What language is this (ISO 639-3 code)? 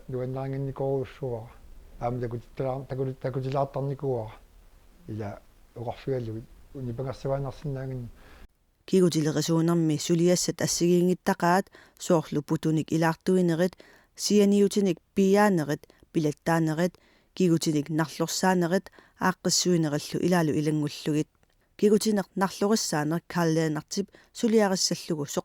kal